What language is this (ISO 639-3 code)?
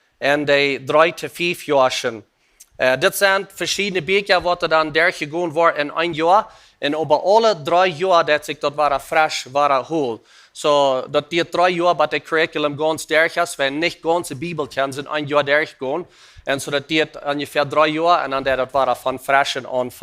pdt